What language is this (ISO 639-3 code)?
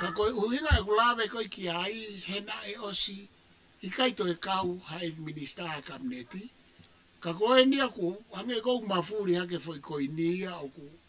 ton